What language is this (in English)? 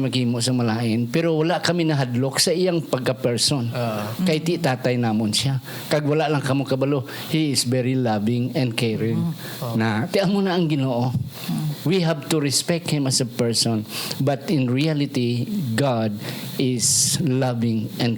Hiligaynon